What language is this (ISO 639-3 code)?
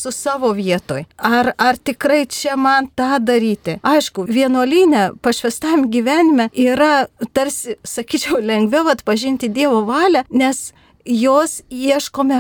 lit